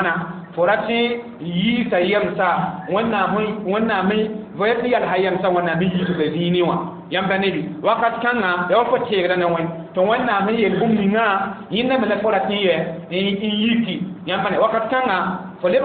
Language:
Mossi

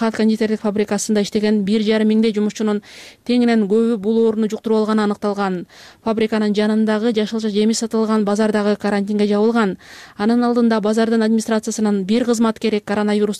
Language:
Kyrgyz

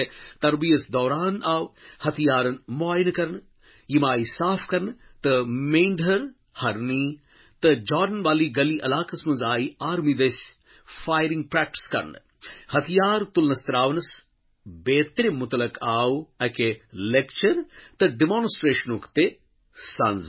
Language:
Kashmiri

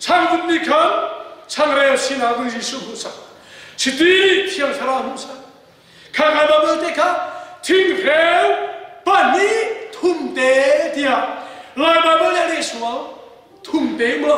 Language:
Hakha Chin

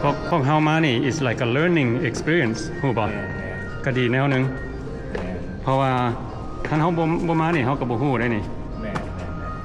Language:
Lao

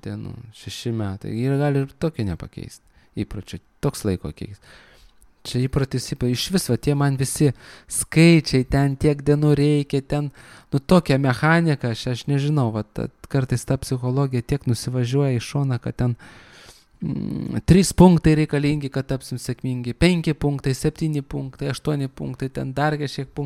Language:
Lithuanian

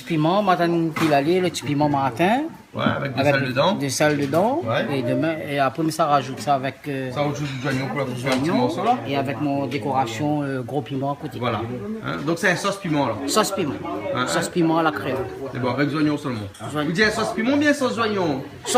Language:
Réunion Creole French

